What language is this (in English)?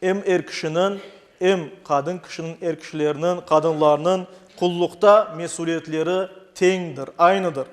Crimean Tatar